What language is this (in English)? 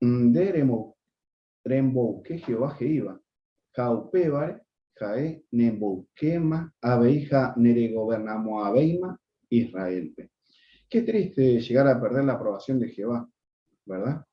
Guarani